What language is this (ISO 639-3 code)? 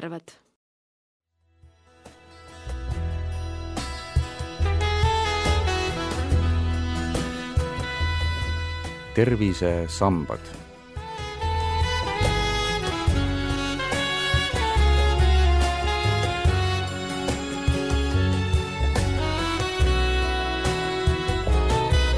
est